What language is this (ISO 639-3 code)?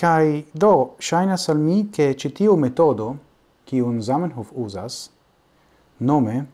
epo